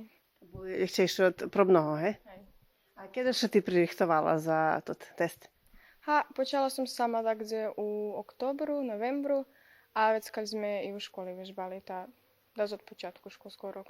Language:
Rusyn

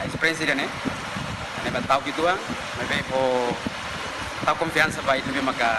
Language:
Tetum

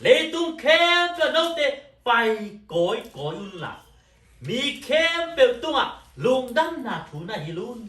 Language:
Tedim Chin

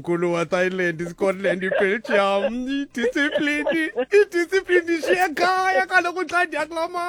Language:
Xhosa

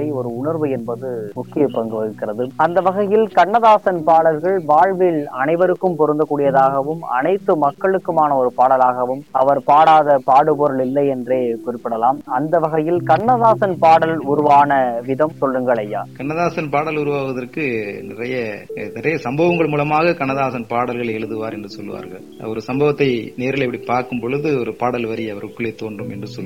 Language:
Tamil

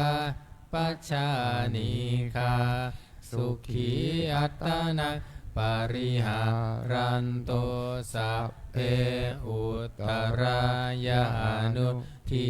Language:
Pali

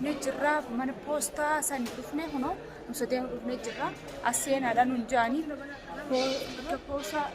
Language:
Oromo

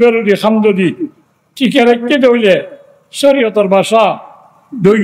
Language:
Rohingya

